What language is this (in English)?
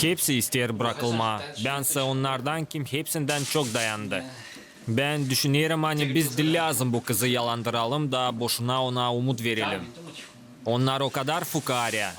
Gagauz